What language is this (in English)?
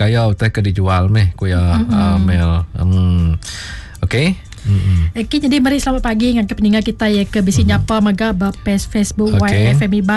Iban